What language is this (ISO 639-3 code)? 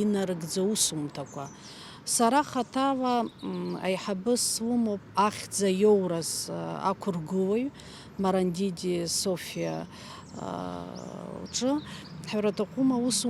abk